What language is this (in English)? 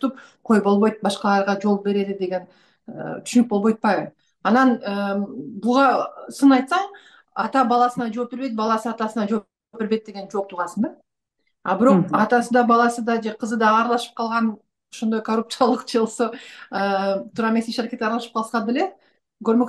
Kyrgyz